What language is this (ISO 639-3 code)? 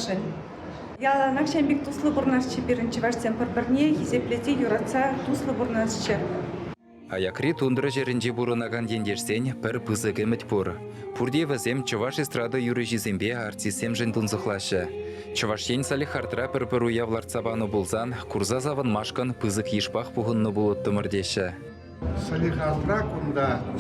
chv